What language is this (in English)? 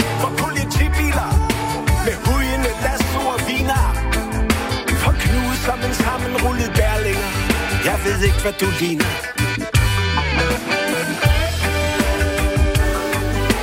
Danish